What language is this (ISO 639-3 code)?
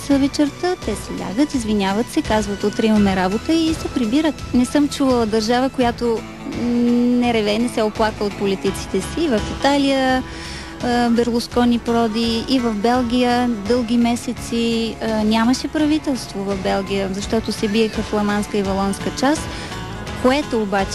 bul